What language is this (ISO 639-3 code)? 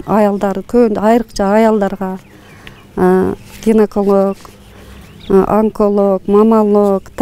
kir